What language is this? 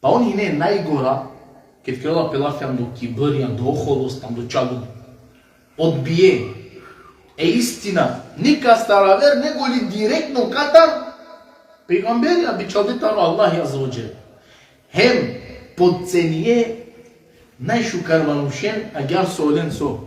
Balkan Romani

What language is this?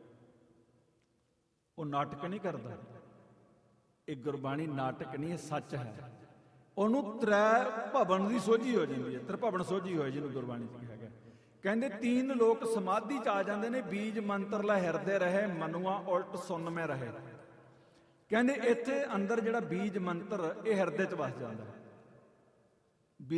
Punjabi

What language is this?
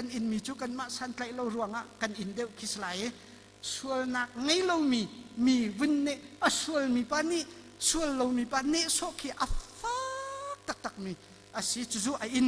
Hakha Chin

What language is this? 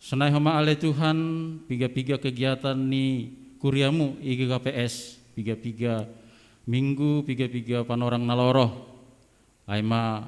Batak Simalungun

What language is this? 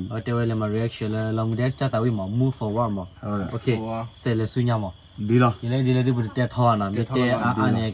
S'gaw Karen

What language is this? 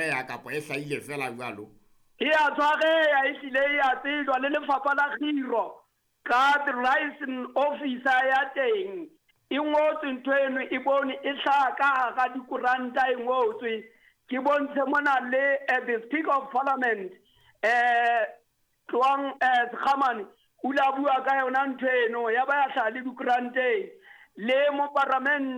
Southern Sotho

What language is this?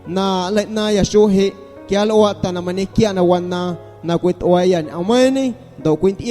Guerrero Amuzgo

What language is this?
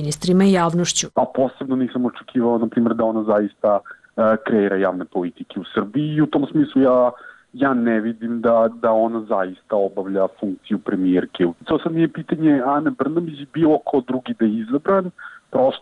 Serbian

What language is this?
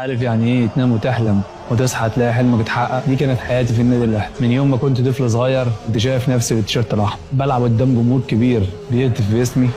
Egyptian Arabic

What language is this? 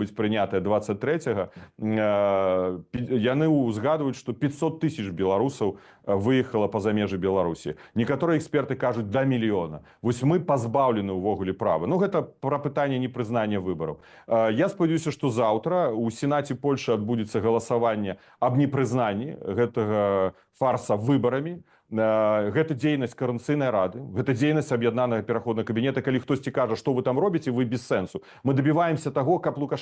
Belarusian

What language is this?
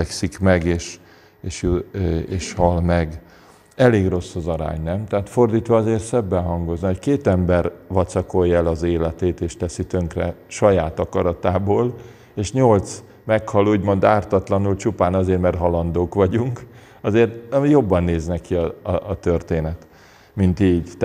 Hungarian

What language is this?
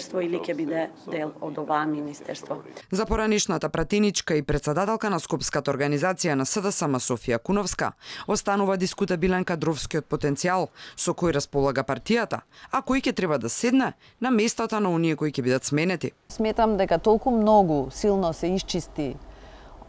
Macedonian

